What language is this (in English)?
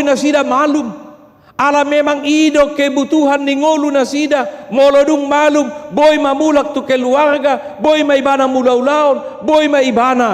Batak Toba